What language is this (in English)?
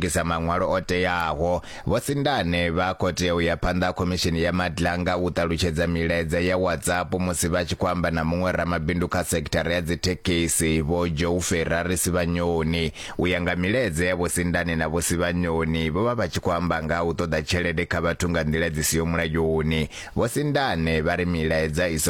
Venda